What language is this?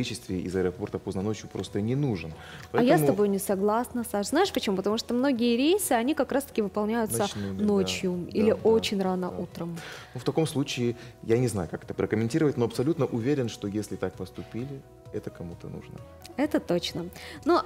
Russian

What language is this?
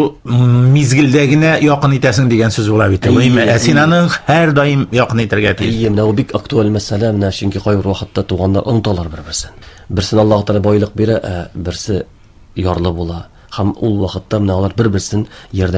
Tatar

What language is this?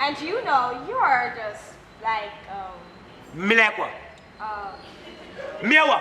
Jamaican Creole English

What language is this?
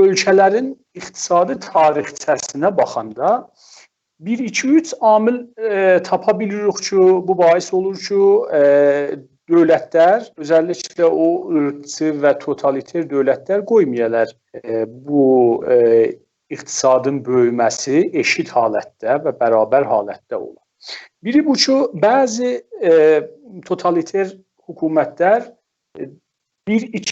South Azerbaijani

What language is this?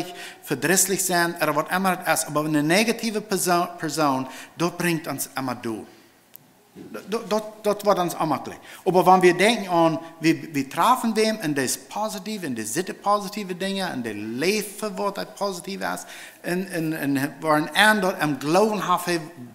Plautdietsch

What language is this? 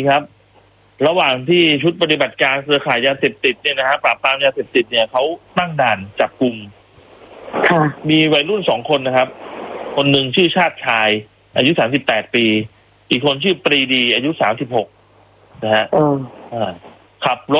Thai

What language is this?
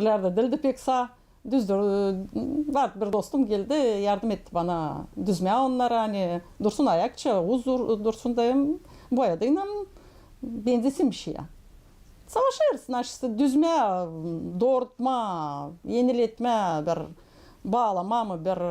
Gagauz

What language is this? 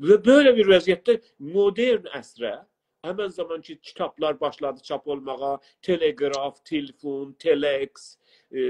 South Azerbaijani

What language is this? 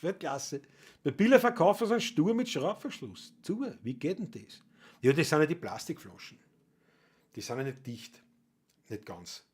Bavarian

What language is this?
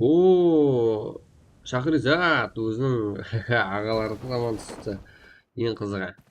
Kara-Kalpak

